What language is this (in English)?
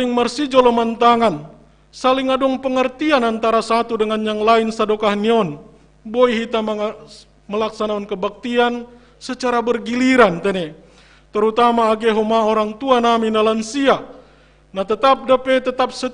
Batak Simalungun